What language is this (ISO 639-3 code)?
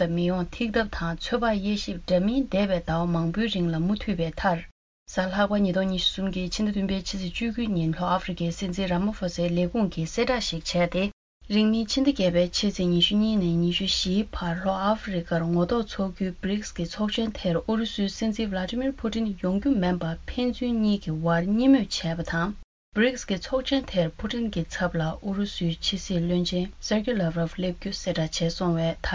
bod